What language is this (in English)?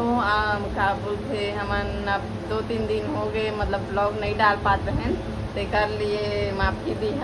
Chhattisgarhi